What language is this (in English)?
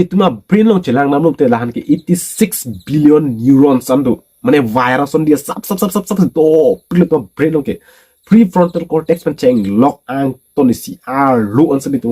Karbi